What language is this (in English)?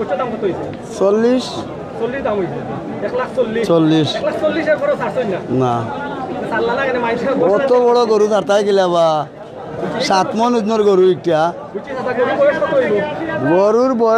Sylheti